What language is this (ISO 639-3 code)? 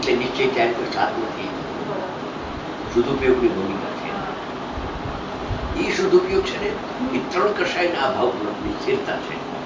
guj